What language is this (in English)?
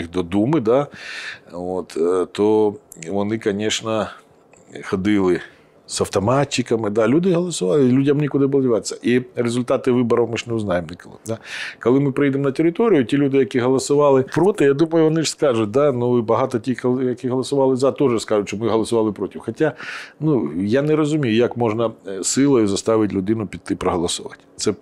Ukrainian